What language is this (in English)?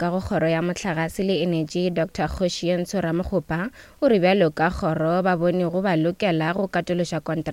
Northern Sotho